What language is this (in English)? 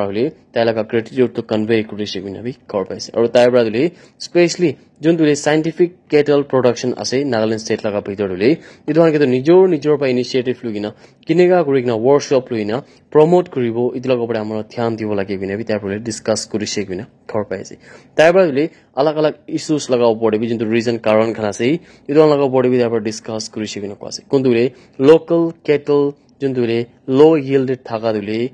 Naga Pidgin